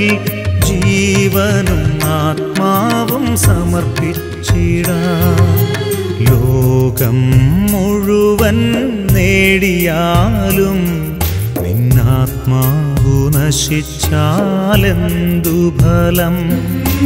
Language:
Malayalam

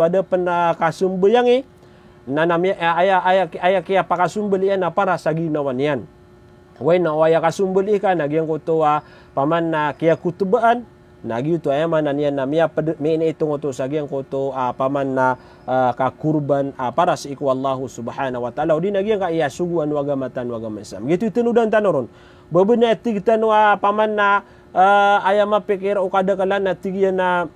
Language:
Maranao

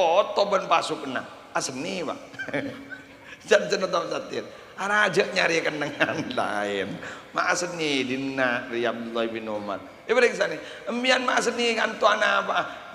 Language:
Madurese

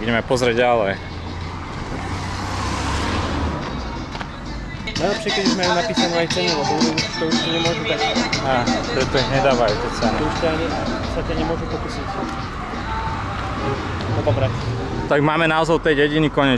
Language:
Slovak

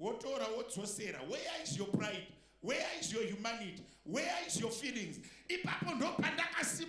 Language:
Shona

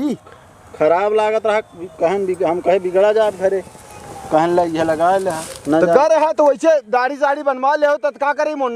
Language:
Awadhi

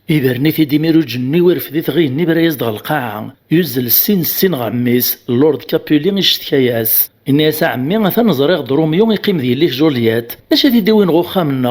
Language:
Kabyle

